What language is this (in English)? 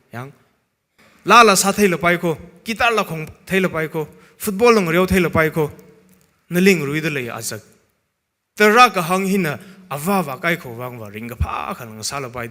Tangkhul Naga (India)